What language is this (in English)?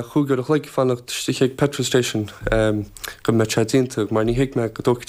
Irish